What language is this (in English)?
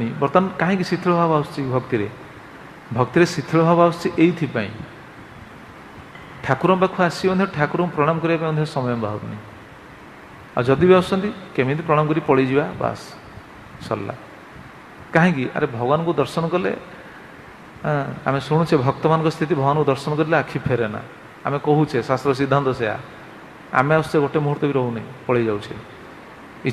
Odia